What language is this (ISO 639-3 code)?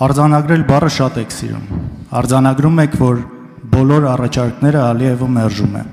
hye